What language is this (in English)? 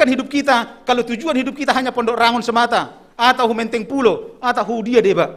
Batak Simalungun